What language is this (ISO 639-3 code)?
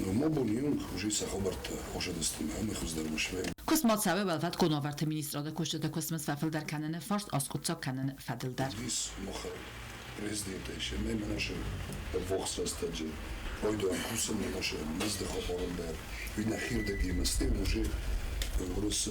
oss